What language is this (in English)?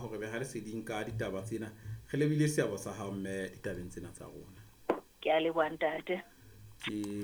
Southern Sotho